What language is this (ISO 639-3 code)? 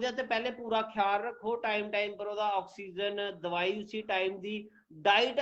doi